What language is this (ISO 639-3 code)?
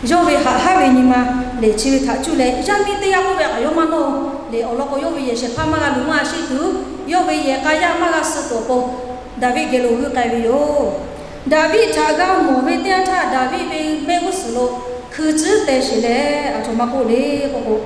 lhu